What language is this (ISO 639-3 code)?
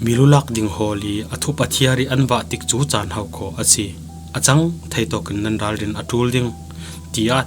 cfm